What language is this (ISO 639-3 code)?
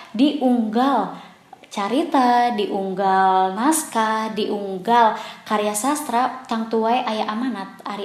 sun